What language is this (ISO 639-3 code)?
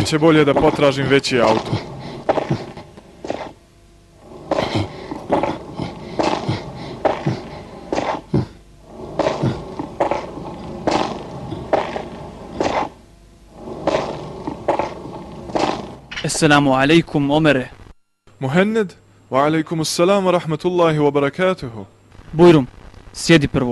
bos